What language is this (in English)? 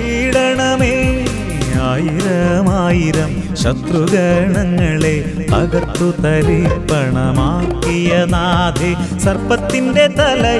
Malayalam